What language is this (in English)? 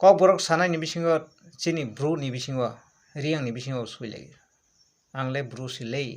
Kok Borok